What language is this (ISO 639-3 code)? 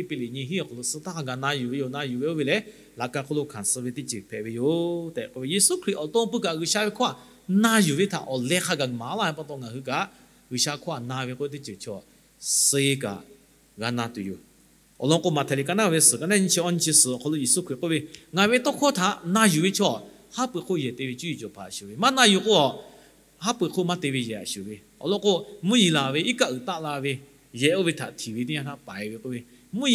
lhu